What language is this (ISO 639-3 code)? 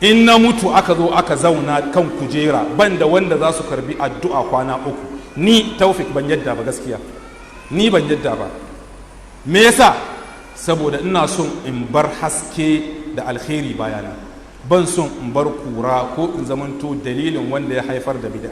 hau